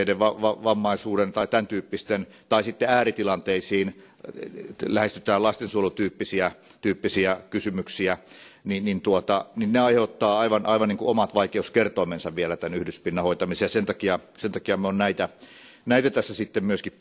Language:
Finnish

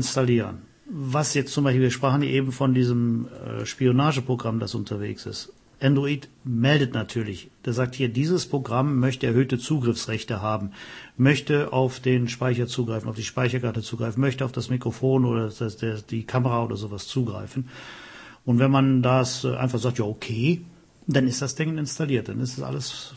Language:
German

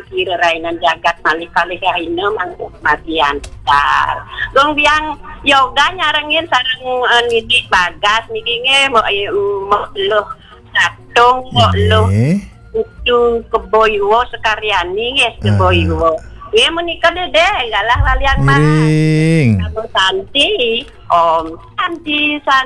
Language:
Balinese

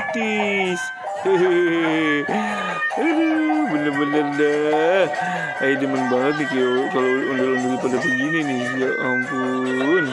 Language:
Betawi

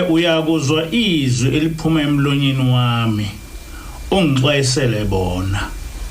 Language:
Zulu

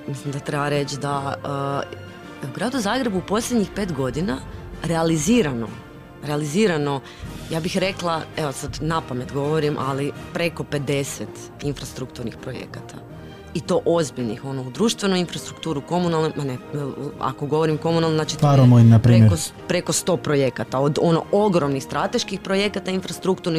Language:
Croatian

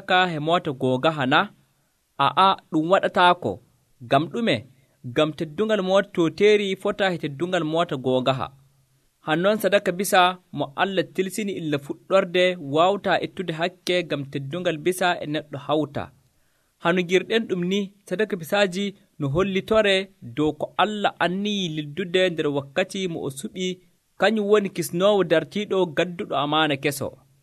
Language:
Nigerian Fulfulde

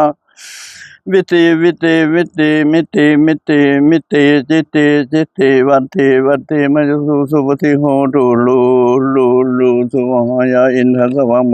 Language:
Pali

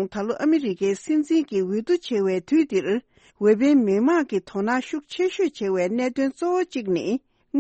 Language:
Tibetan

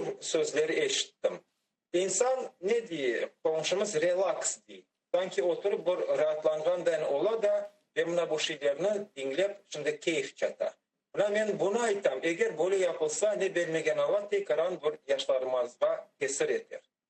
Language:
Crimean Tatar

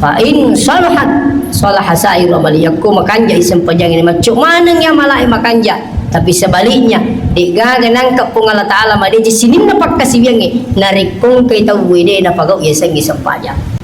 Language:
Buginese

